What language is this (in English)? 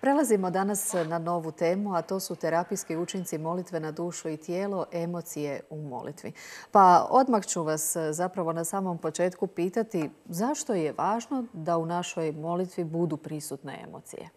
Croatian